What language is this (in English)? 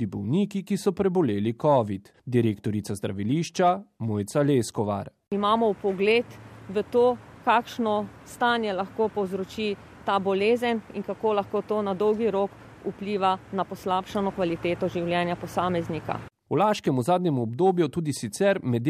Slovenian